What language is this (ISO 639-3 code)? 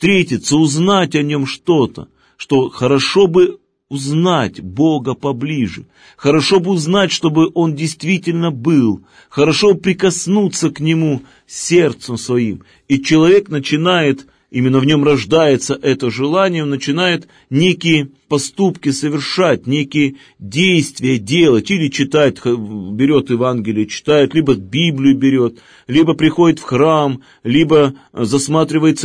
rus